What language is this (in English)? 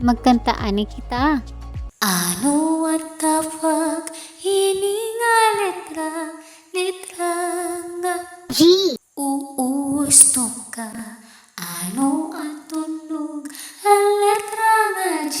Waray